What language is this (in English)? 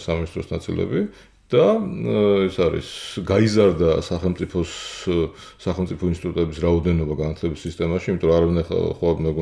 Georgian